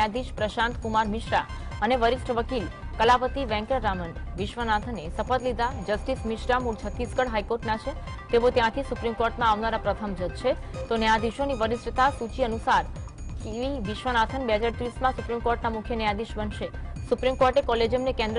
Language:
Gujarati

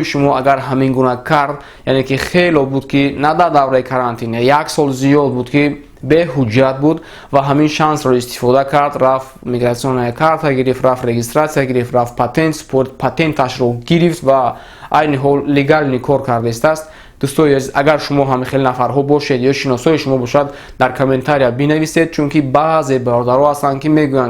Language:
Tajik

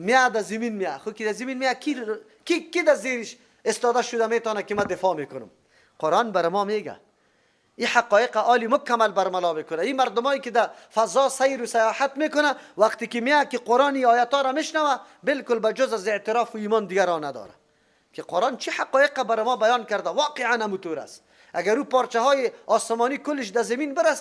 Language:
Persian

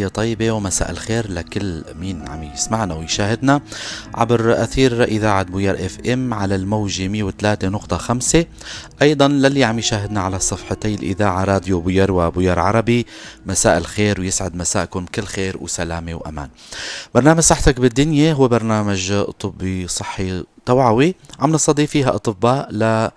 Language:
North Levantine Arabic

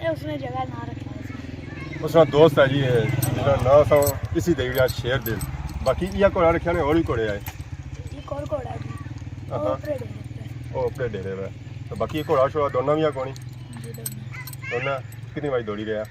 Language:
Pahari-Potwari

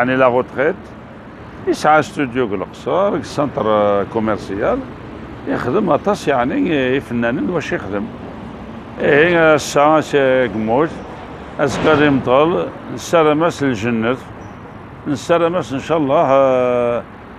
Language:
Kabyle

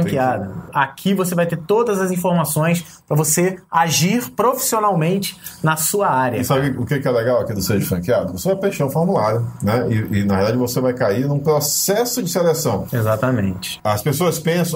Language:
Portuguese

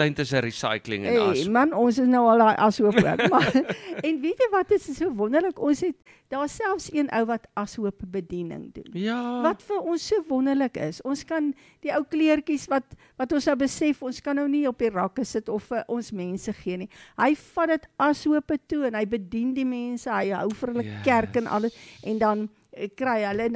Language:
Afrikaans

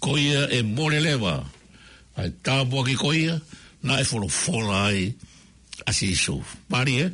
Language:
Tongan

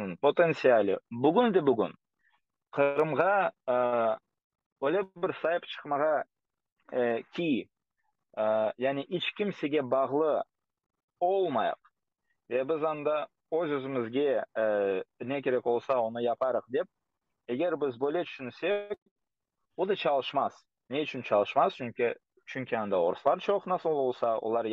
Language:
Crimean Tatar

